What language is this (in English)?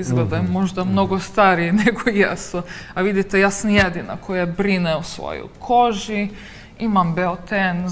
Serbian